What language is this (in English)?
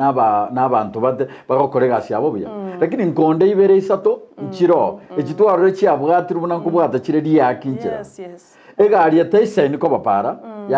Gusii